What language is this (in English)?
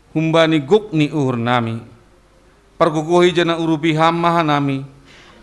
Batak Simalungun